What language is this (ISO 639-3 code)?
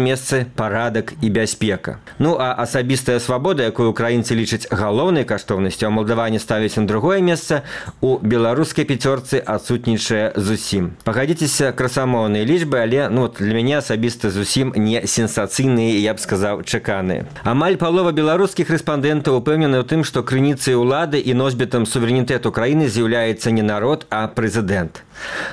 bel